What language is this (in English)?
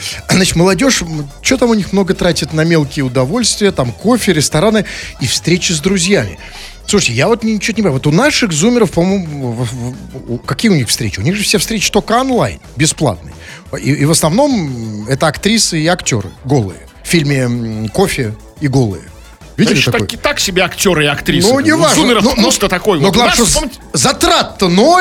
Russian